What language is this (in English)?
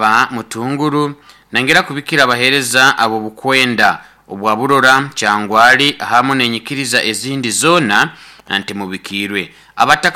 Nyankole